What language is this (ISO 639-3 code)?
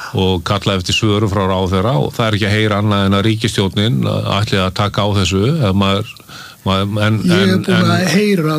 isl